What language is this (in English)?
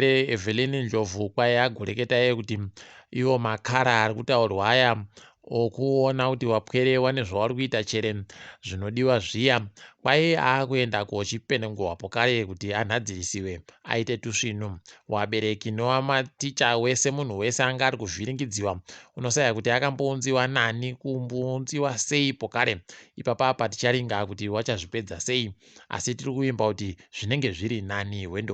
Ndau